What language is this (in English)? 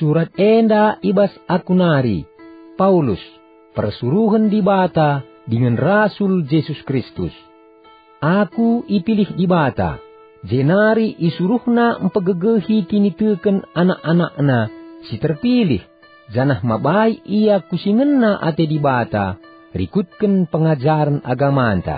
Batak Karo